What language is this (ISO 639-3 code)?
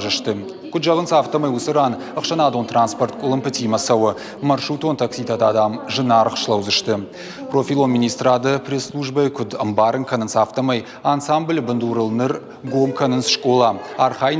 oss